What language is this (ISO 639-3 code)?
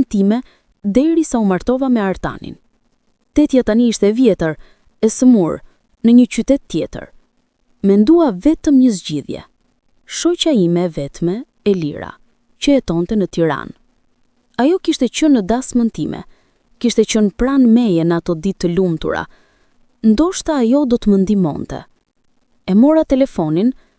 sqi